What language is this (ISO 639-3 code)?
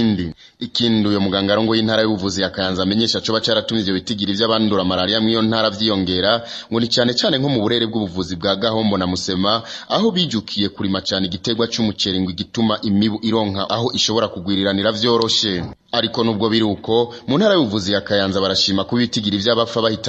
run